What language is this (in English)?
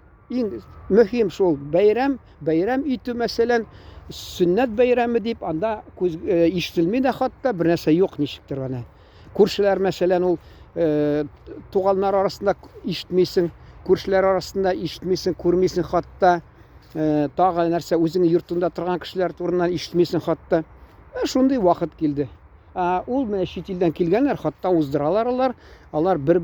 Tatar